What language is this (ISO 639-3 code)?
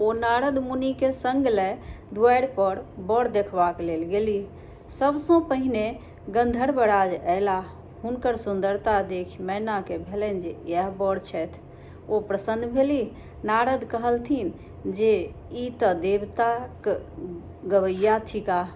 mai